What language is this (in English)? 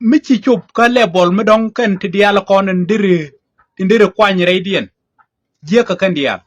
Nuer